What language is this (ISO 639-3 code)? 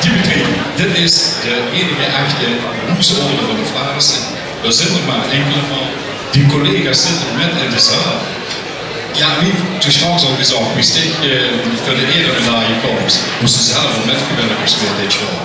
lim